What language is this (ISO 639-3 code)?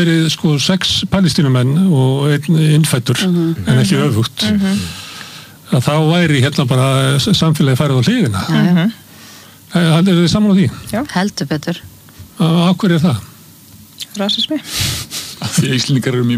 isl